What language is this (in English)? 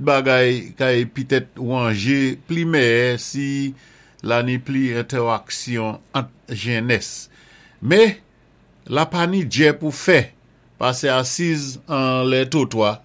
Saint Lucian Creole French